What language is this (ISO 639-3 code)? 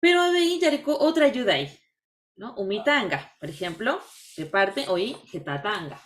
grn